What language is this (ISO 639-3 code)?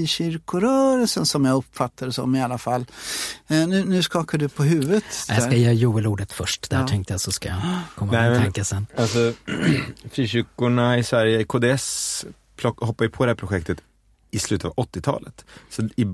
swe